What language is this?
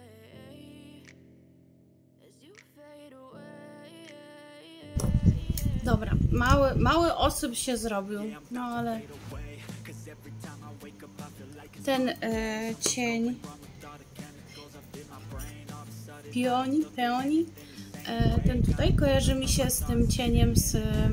Polish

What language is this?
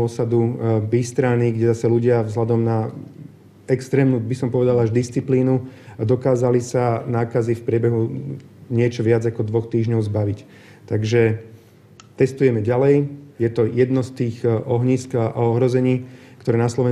Slovak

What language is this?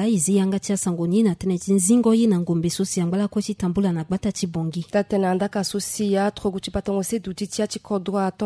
Sango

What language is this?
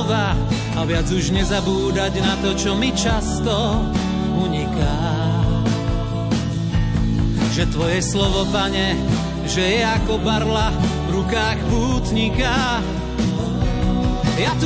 Slovak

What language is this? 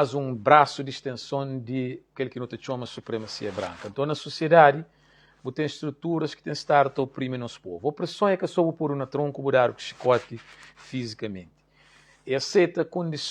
Kabuverdianu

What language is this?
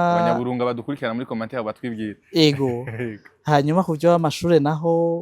Rundi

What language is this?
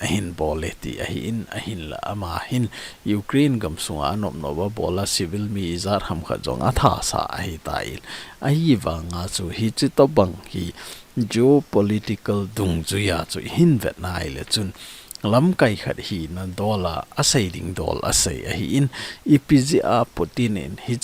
Thado Chin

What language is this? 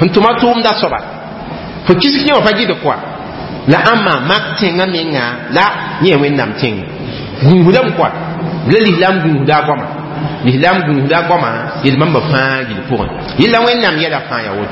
Mossi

